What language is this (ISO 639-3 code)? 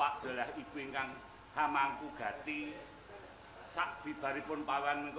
jav